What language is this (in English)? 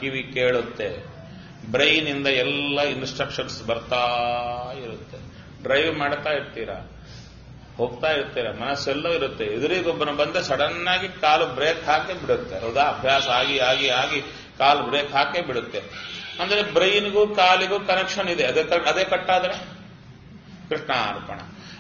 Kannada